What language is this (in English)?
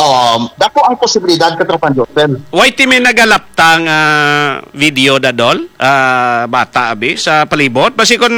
Hiligaynon